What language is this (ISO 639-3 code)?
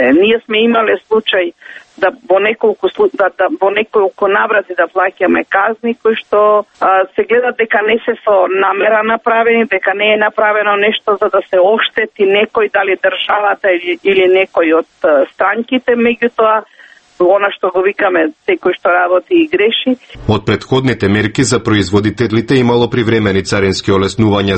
mkd